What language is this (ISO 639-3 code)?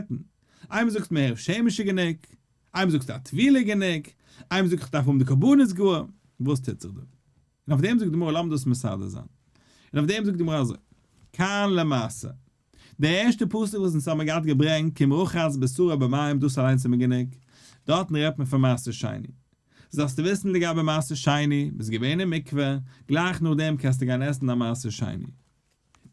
yid